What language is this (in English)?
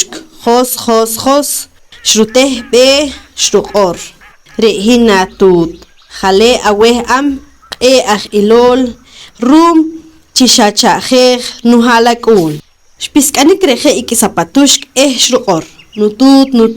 Poqomchi'